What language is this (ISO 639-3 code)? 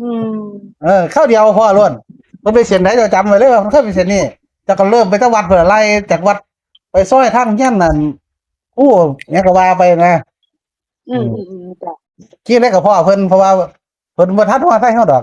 tts